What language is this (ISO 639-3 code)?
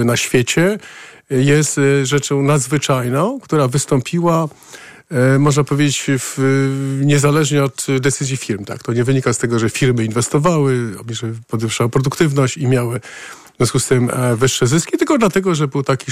pol